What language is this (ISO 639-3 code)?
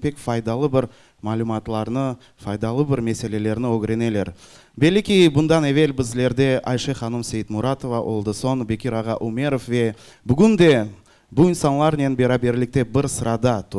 crh